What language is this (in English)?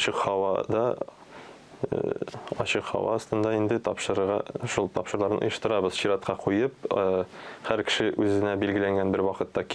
Tatar